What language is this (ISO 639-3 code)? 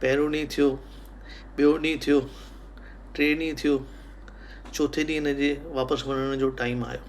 snd